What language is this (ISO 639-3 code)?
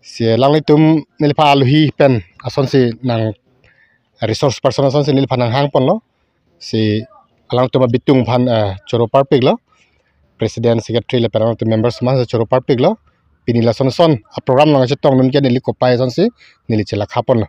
mjw